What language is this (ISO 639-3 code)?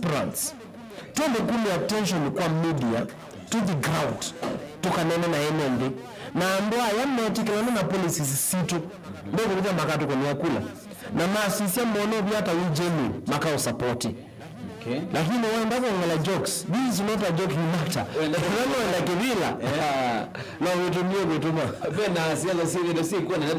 kam